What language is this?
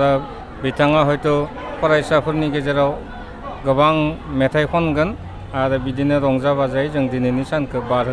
Bodo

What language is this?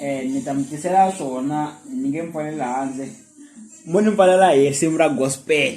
Tsonga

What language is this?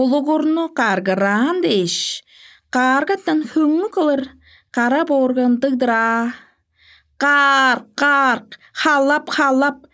Tuvinian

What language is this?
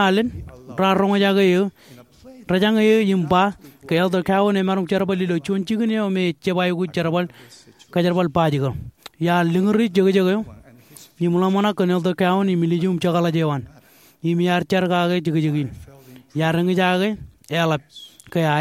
Marshallese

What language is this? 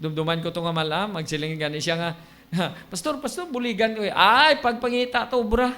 Hiligaynon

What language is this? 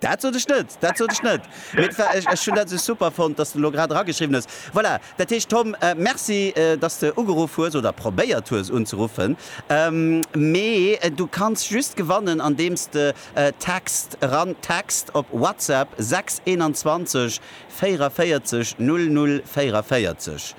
Luxembourgish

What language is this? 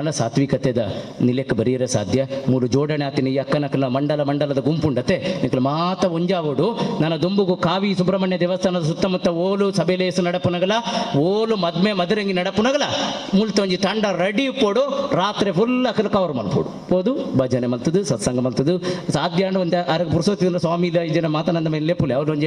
Tulu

